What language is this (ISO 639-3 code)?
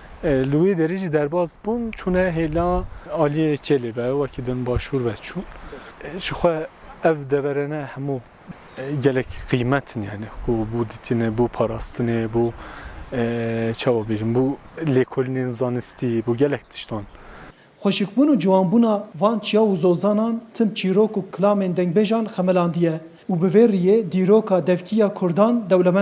kur